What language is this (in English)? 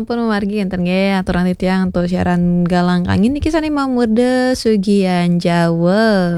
Balinese